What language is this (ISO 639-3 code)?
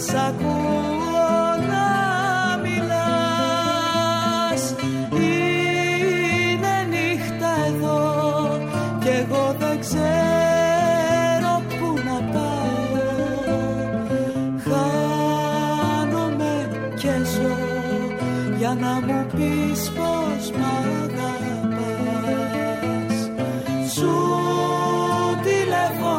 ell